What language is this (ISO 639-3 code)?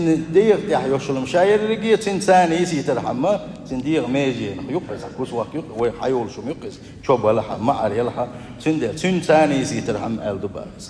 che